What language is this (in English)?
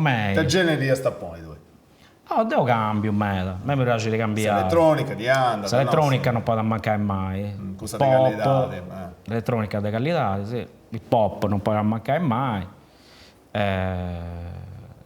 Sardinian